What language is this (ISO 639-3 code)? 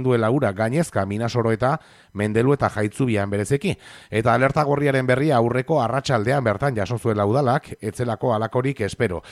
eus